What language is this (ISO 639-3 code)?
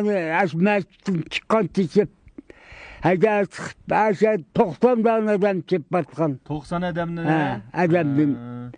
uig